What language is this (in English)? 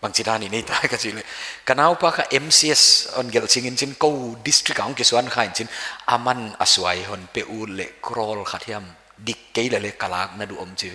Paite Chin